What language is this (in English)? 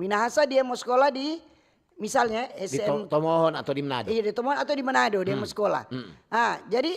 Manado Malay